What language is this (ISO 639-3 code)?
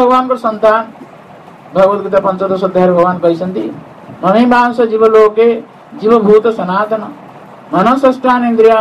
ori